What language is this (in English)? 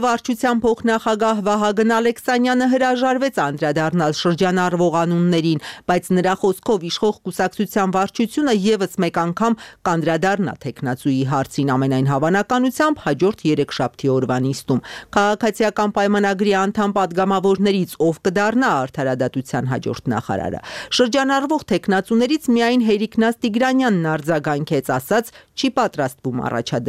Armenian